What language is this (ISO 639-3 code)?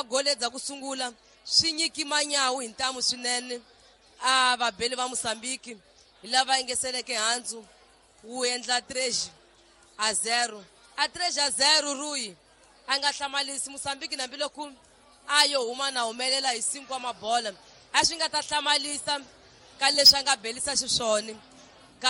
tso